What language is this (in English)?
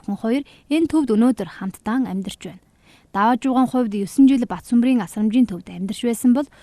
Mongolian